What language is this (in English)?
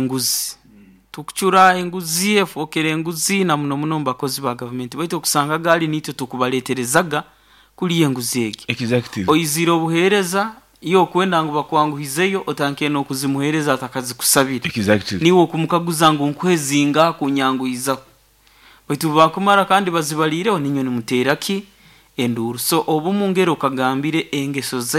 Nyoro